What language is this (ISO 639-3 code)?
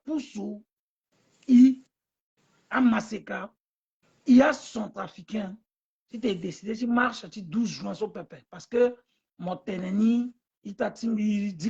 sag